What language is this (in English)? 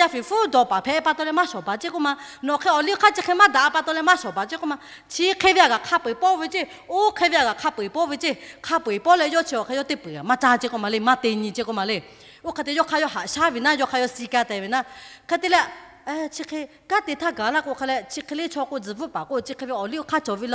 Lahu